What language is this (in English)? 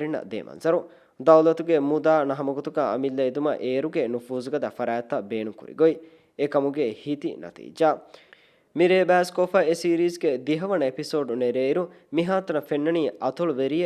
Divehi